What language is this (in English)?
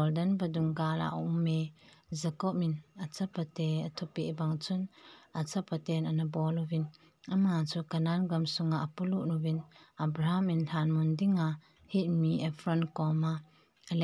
Thado Chin